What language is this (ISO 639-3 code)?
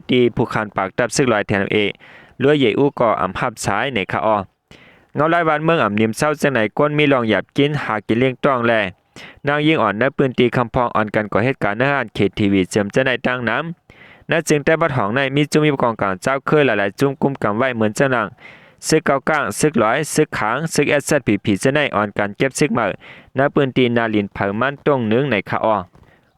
shn